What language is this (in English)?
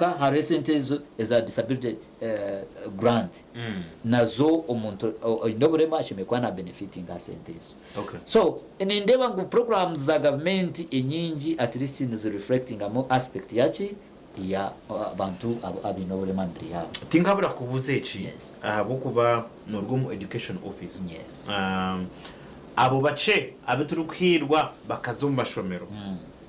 Nyankole